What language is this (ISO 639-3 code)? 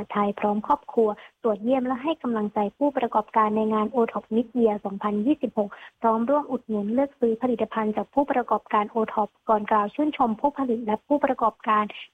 tha